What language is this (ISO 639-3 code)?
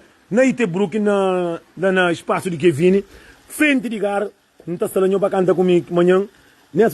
kea